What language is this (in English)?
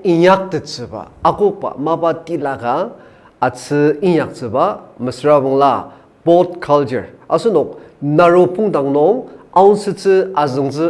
Ao Naga